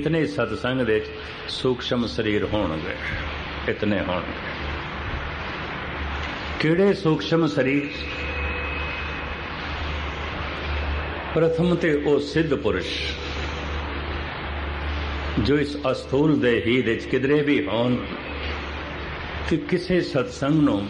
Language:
Punjabi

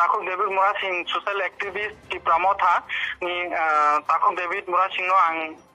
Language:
Kok Borok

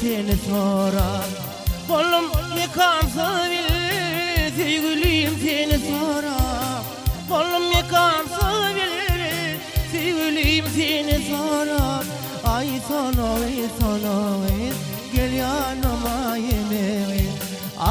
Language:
Turkmen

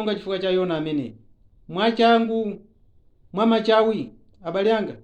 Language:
Nyanja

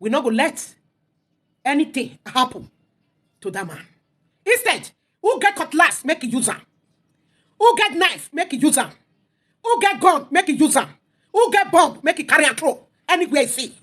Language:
Nigerian Pidgin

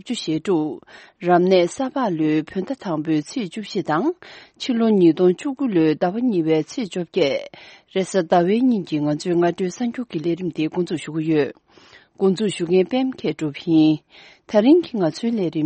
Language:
Tibetan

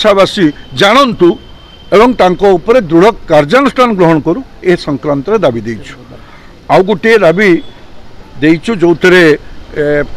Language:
Odia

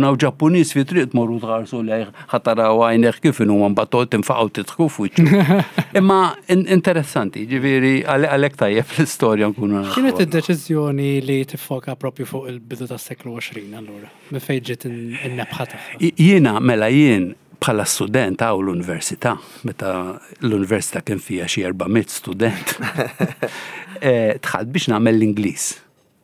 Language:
Maltese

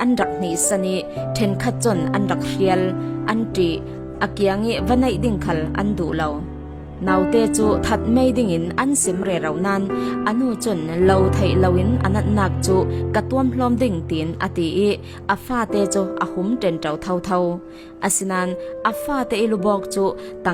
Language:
Falam Chin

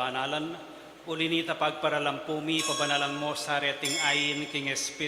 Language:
Pampanga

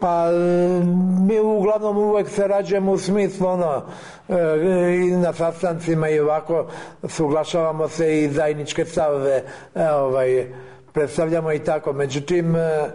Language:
Serbian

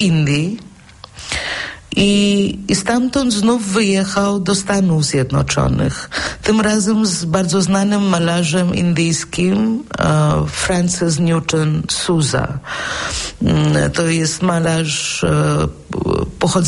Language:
Polish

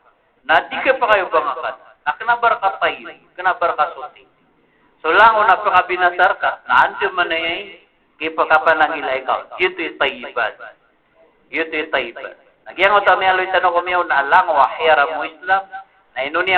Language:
Maranao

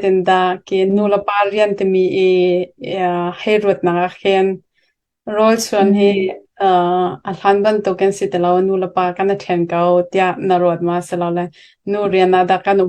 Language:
Hakha Chin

